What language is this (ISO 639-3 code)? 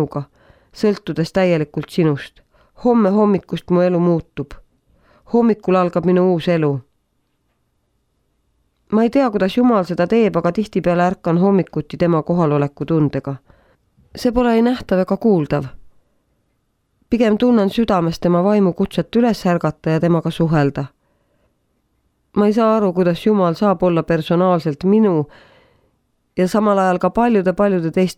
est